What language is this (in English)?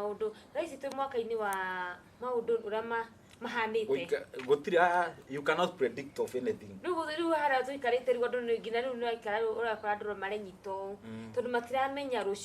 Kikuyu